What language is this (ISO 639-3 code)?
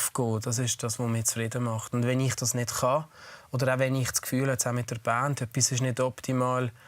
gsw